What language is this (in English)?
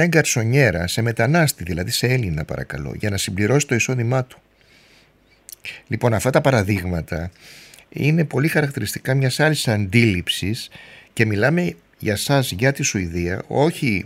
Greek